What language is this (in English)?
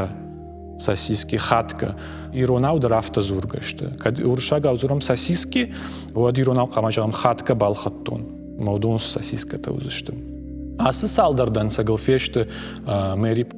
Ossetic